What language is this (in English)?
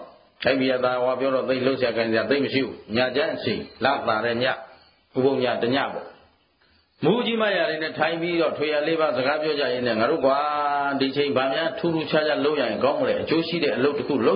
Burmese